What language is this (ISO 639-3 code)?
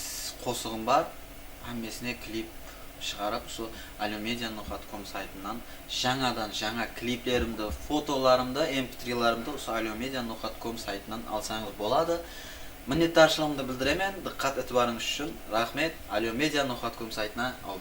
kaa